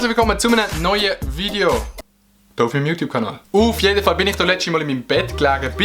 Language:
Swiss German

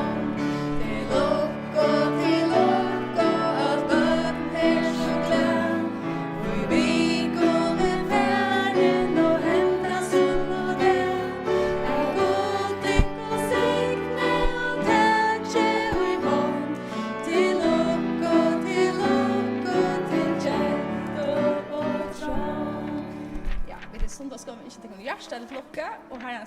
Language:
Faroese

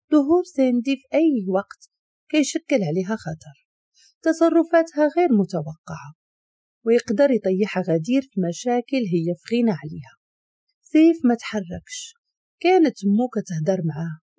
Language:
Moroccan Arabic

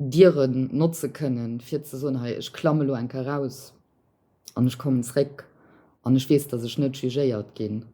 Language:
Luxembourgish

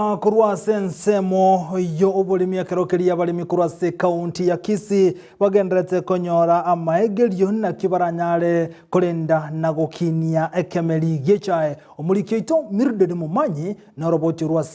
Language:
Gusii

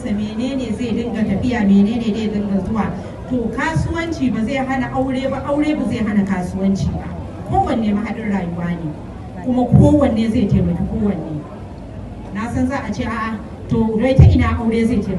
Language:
Hausa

